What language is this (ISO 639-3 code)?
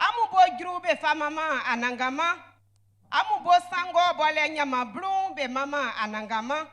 bci